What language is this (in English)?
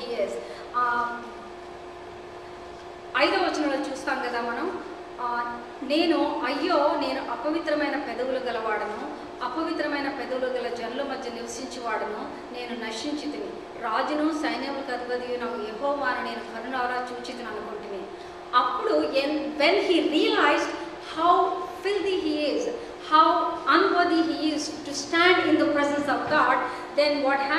Telugu